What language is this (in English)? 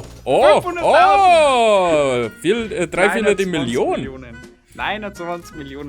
Bavarian